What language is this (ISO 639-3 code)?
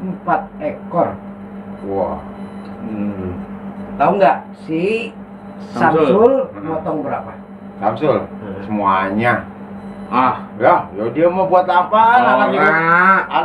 bew